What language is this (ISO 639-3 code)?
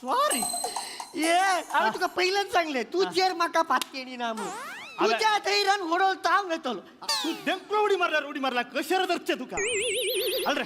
kok